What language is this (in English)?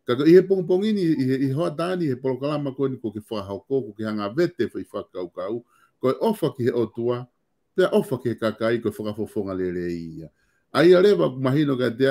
Tongan